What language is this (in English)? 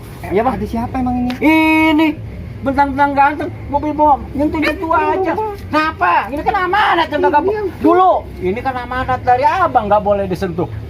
Betawi